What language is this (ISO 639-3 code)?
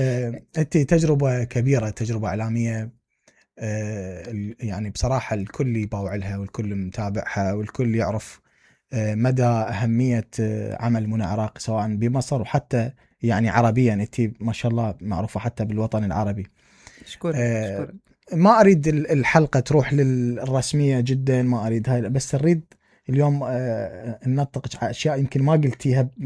acm